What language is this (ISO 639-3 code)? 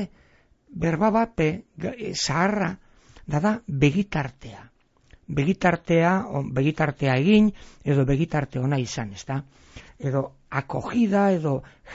eus